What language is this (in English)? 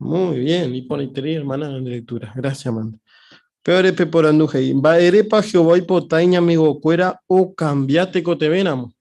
Guarani